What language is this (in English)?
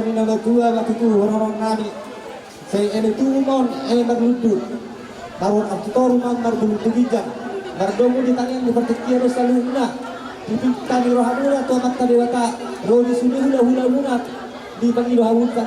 Batak Toba